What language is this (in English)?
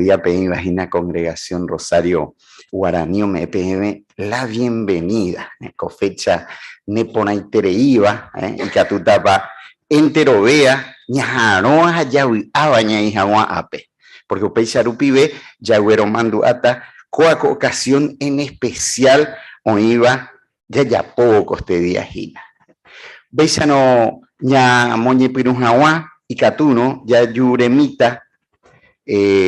Guarani